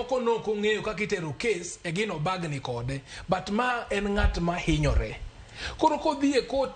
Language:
Luo (Kenya and Tanzania)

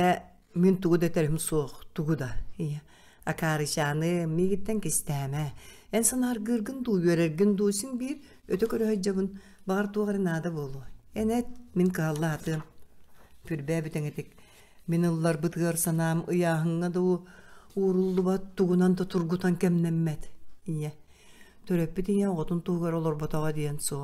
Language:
Yakut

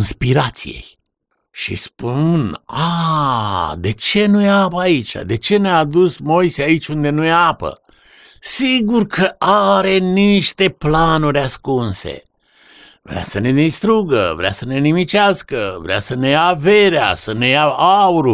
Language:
Romanian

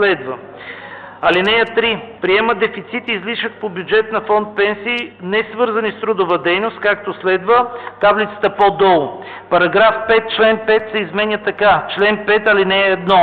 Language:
Bulgarian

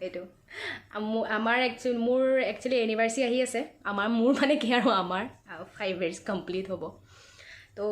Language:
Assamese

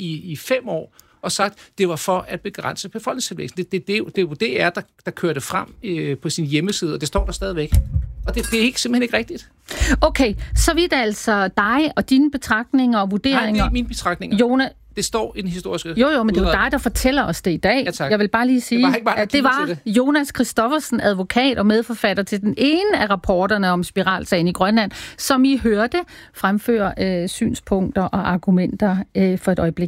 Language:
Danish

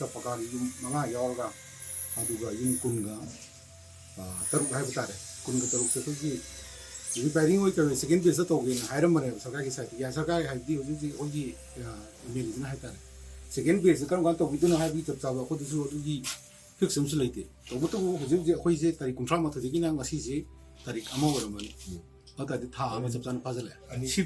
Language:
Manipuri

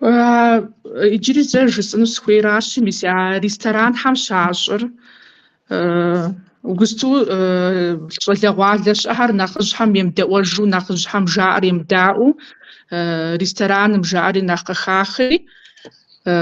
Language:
Kabardian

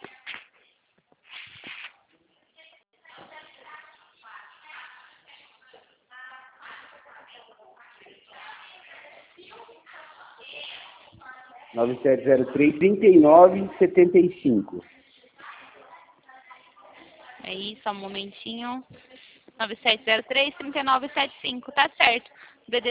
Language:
Portuguese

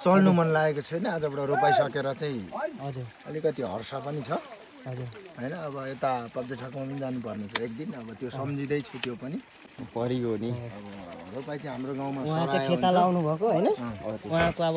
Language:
Nepali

